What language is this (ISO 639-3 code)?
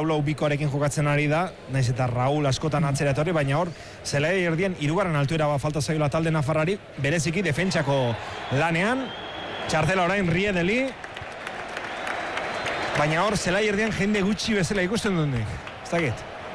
eus